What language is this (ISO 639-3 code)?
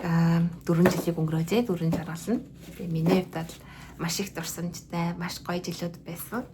mon